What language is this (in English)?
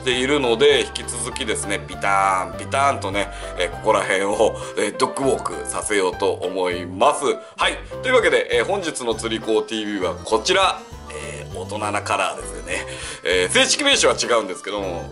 Japanese